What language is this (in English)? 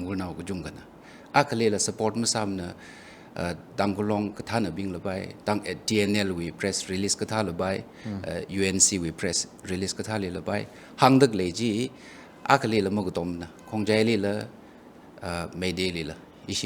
Tangkhul Naga (India)